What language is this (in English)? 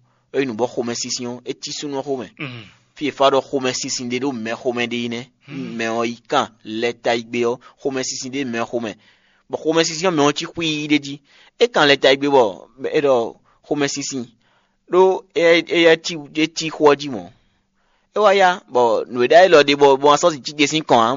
Fon